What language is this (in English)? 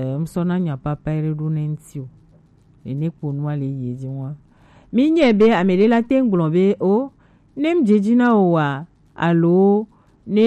Gen